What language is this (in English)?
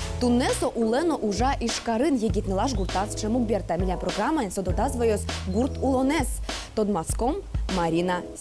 Udmurt